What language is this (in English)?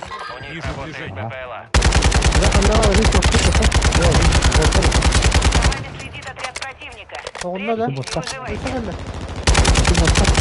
Yakut